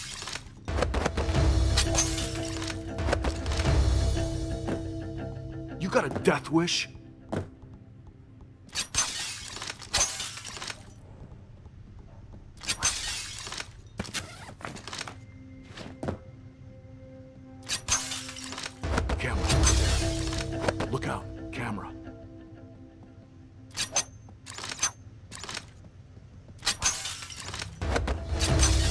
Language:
English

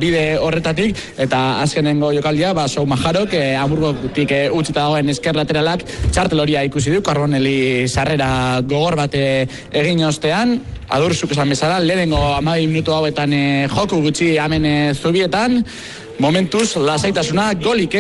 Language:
Basque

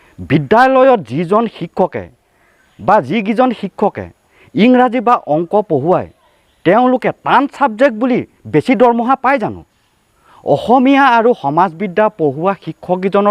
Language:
Assamese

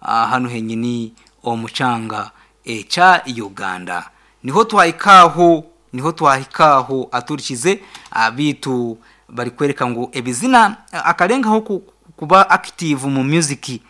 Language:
Nyankole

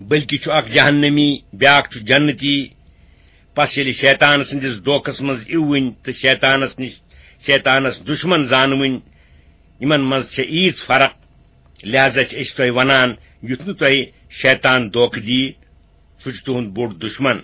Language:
Kashmiri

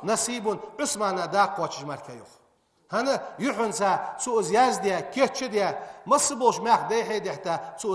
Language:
Ingush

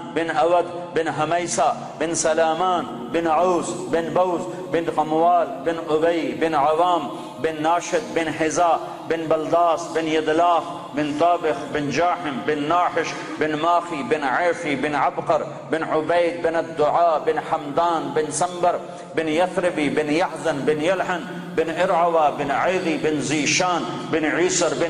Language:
Urdu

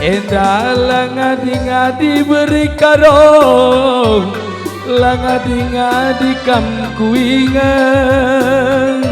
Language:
Batak Karo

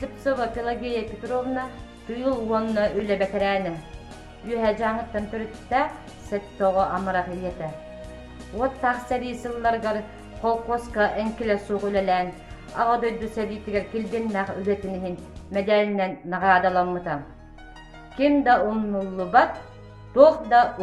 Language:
Yakut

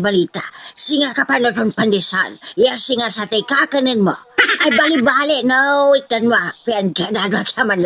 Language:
Pangasinan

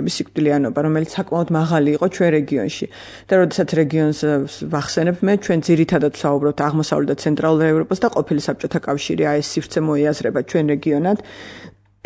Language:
Georgian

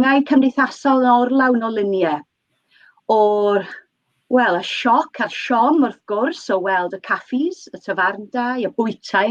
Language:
Welsh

